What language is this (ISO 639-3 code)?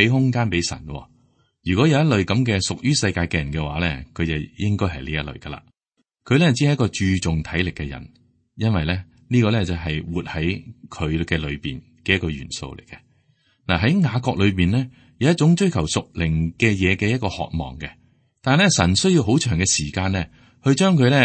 yue